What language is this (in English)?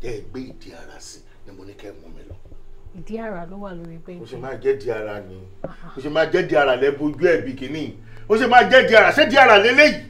Yoruba